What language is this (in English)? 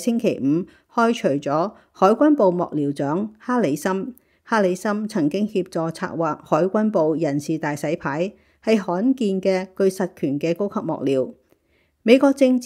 Cantonese